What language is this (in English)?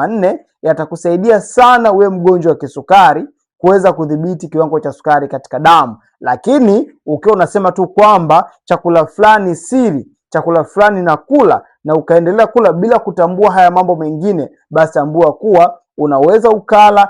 Swahili